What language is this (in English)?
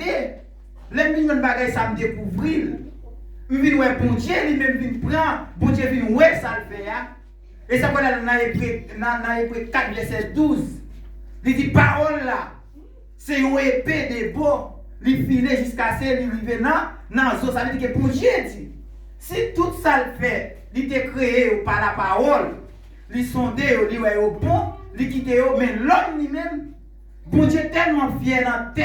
Haitian Creole